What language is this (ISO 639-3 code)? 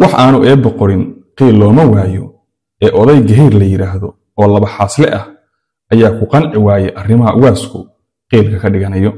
som